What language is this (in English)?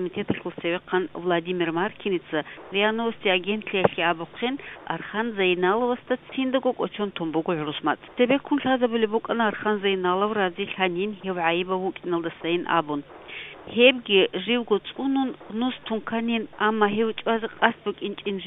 Avaric